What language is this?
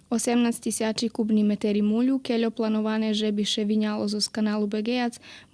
Rusyn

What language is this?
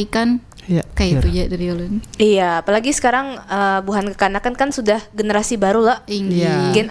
Banjar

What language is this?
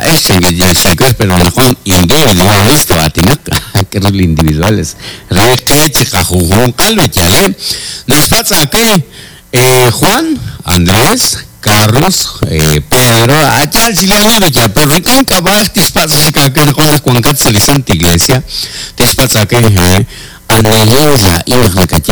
Kekchí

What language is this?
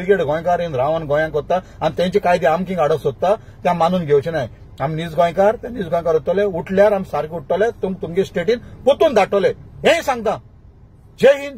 Konkani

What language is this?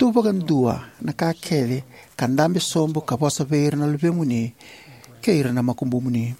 Fijian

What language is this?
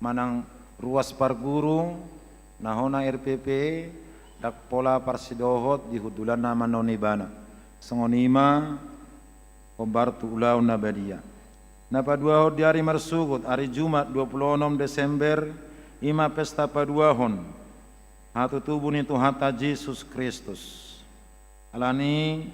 Batak Toba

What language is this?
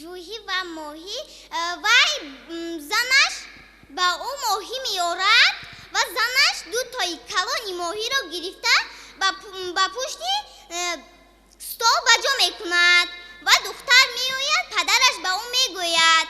Tajik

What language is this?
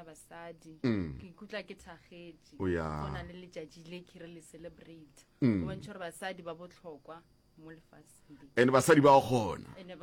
Northern Sotho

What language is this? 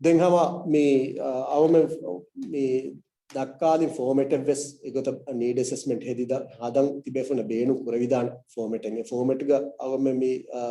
Divehi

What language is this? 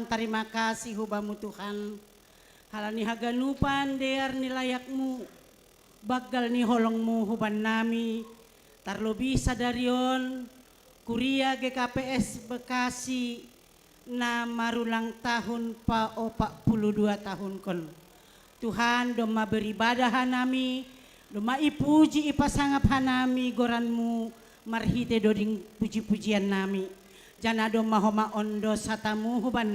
Batak Simalungun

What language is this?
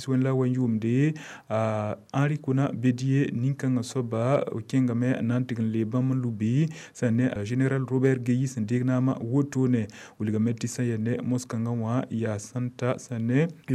Mossi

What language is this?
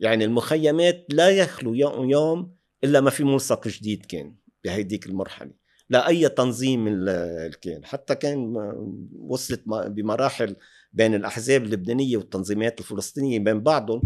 North Levantine Arabic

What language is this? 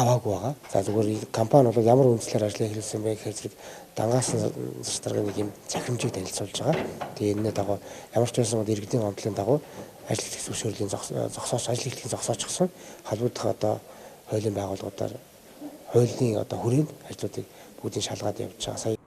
Mongolian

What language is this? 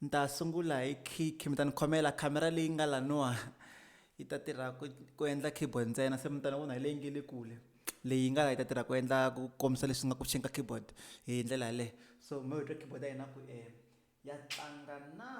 Tsonga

